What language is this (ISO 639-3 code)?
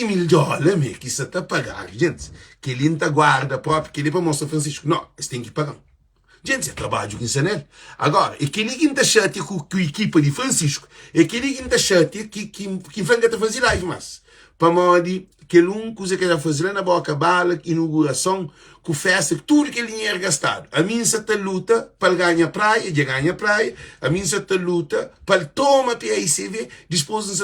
kea